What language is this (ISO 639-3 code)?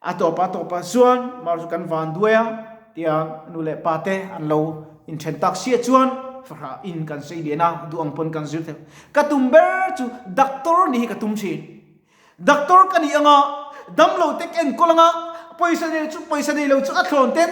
lus